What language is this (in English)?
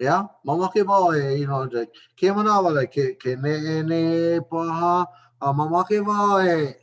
Hawaiian